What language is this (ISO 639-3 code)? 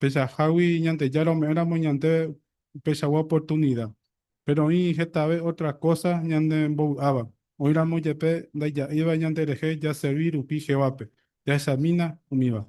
grn